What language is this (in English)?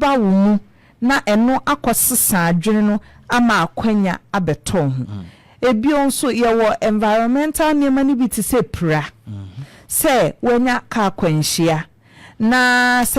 Akan